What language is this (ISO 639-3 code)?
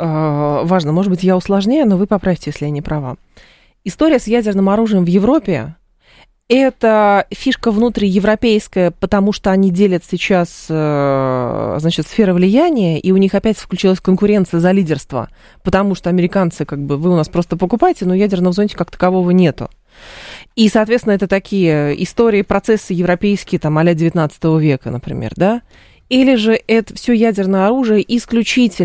rus